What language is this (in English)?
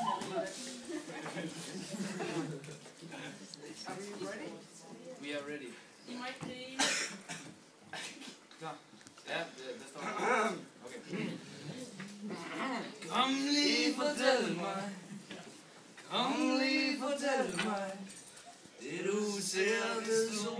Danish